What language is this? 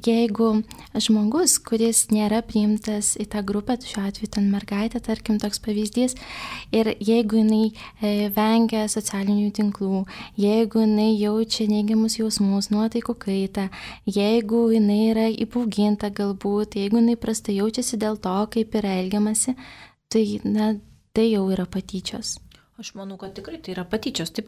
Lithuanian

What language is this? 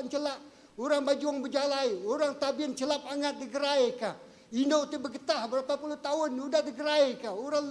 Iban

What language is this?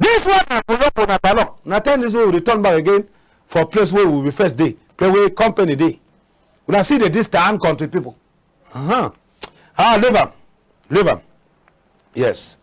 Cameroon Pidgin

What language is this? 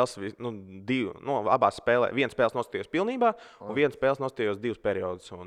Latvian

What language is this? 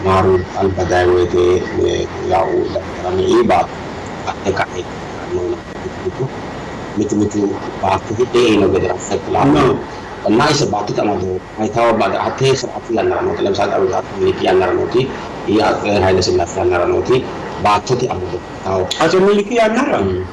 Sidamo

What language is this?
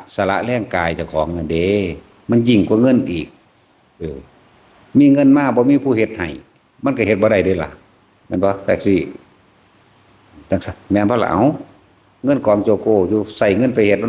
Northeastern Thai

